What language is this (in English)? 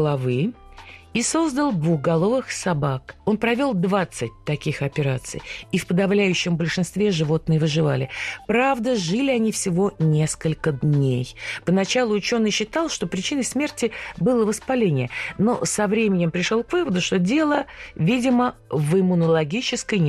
Russian